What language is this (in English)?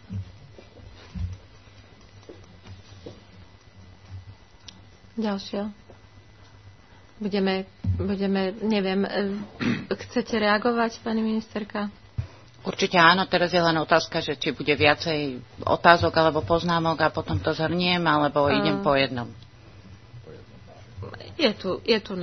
Slovak